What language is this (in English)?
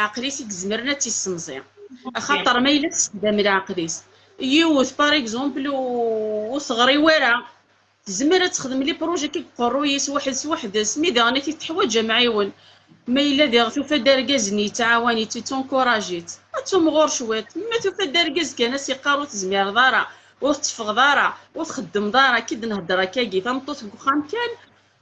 Kabyle